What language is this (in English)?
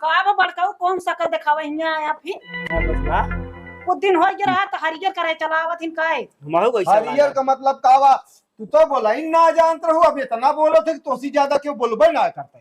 Awadhi